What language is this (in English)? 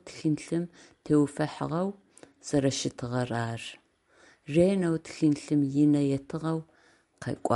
Adyghe